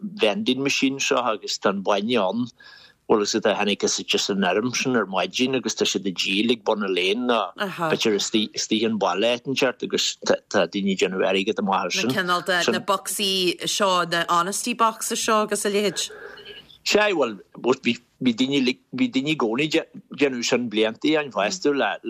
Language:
Irish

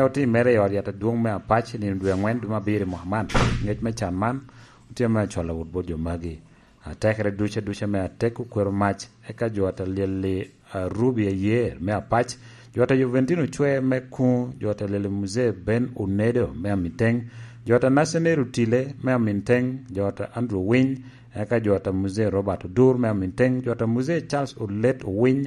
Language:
Lango (Uganda)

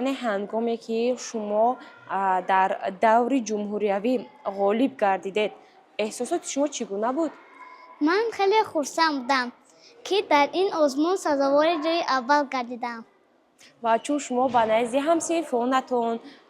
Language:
Tajik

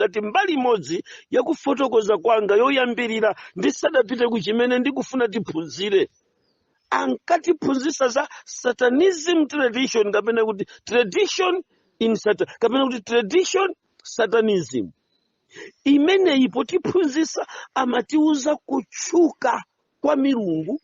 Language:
Nyanja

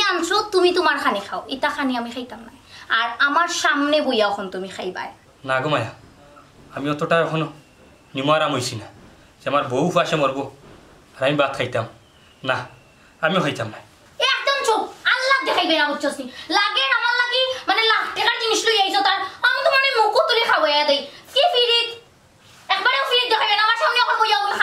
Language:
Sylheti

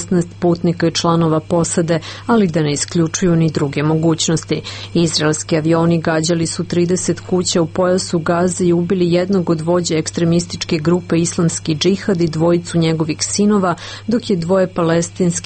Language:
Serbian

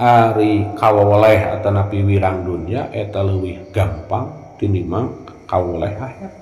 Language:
Sundanese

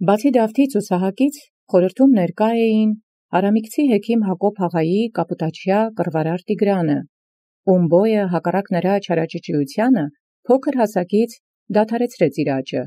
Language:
Armenian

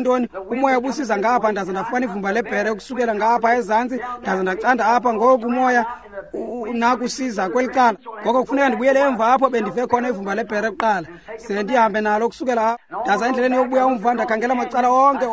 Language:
Xhosa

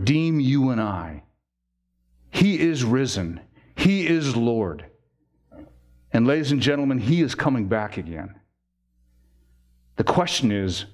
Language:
English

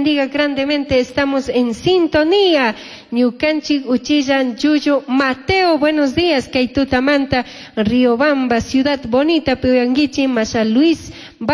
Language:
Chimborazo Highland Quichua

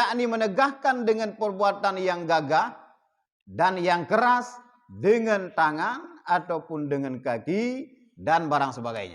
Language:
Achinese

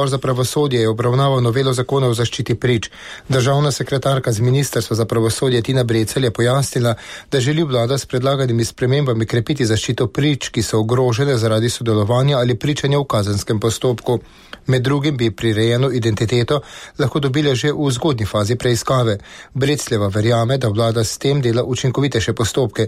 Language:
Slovenian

